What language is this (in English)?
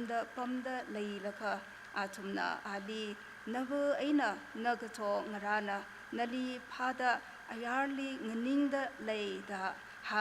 Tangkhul Naga (India)